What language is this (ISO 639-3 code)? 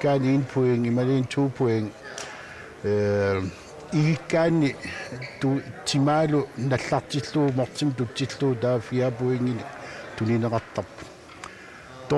kal